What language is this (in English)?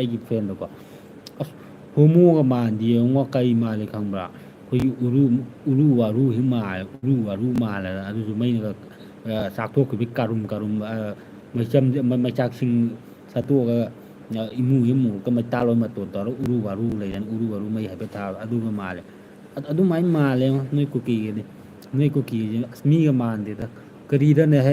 Manipuri